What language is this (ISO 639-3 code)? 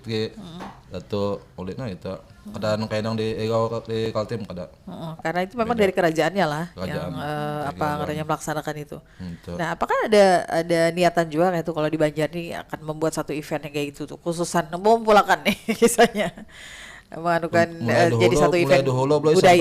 bjn